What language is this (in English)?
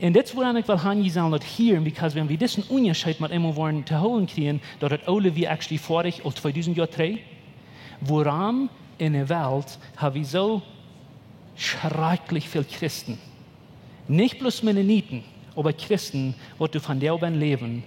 Plautdietsch